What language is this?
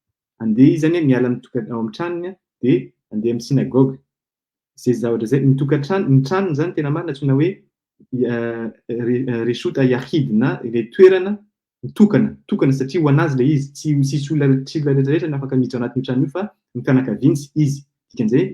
Malagasy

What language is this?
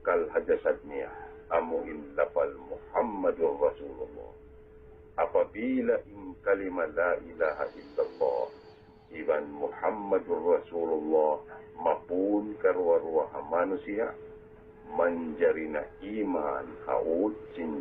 Tausug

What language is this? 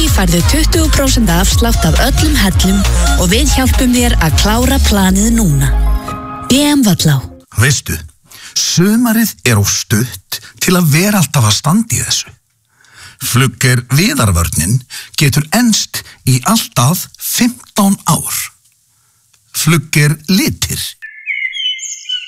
Icelandic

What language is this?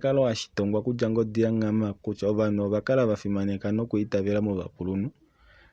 Kuanyama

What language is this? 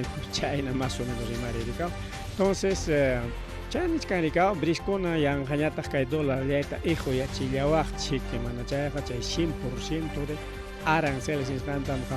Ayacucho Quechua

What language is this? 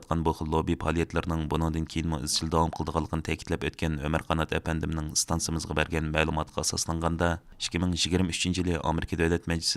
Uyghur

